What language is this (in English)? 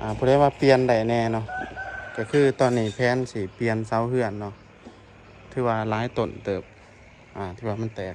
Lao